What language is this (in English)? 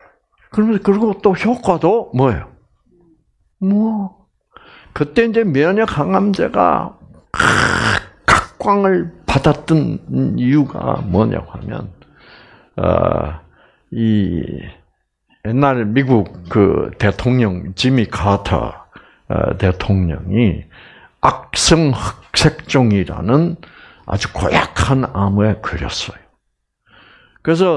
Korean